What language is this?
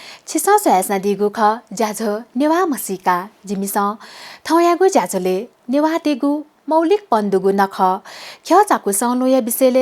Newari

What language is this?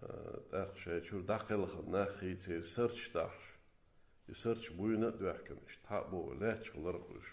Chechen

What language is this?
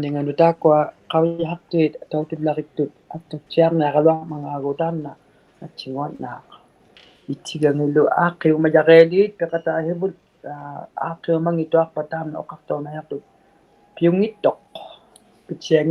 Inuktitut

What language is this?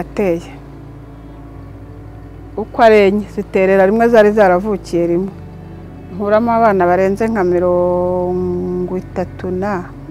Kinyarwanda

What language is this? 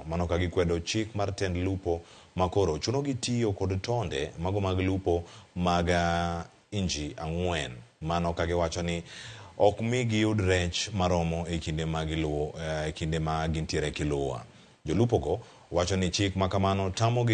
Luo (Kenya and Tanzania)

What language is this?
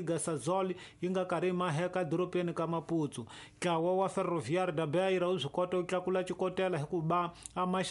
Tsonga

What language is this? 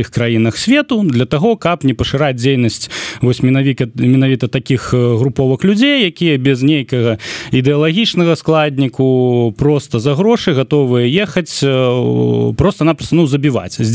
Belarusian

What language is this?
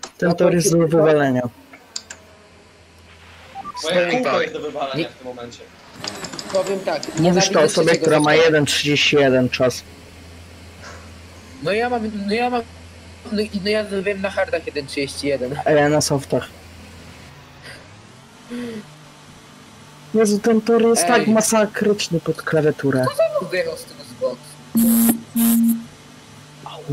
Polish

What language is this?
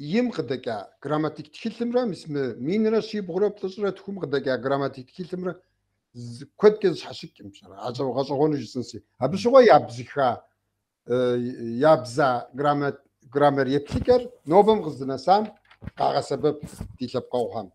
Kabardian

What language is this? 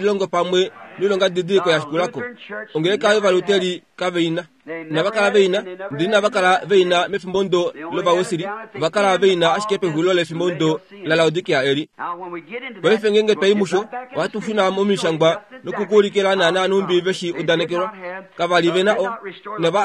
Kuanyama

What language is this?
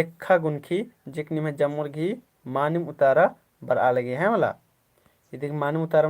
Kurukh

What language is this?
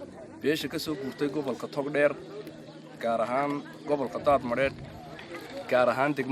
Somali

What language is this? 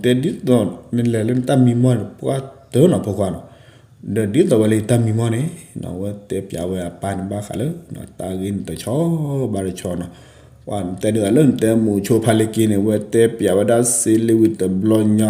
S'gaw Karen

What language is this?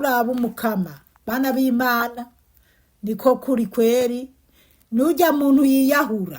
Rundi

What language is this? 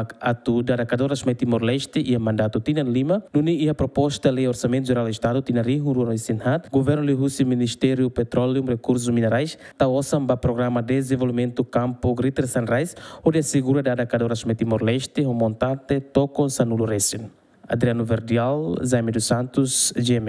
Tetum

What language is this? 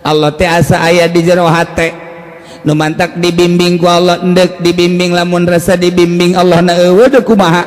Sundanese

